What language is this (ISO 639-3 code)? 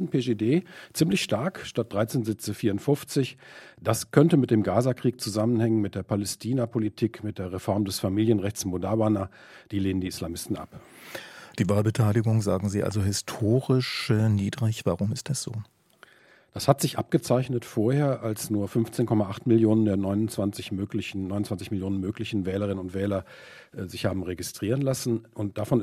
deu